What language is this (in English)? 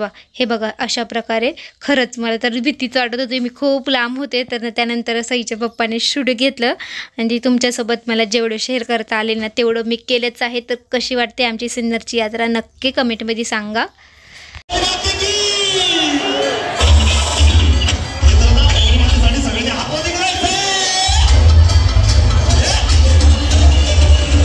Marathi